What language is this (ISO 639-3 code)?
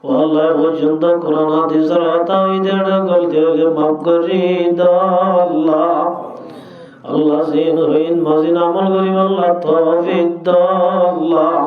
rhg